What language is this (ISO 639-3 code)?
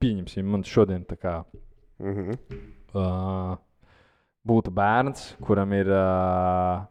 lav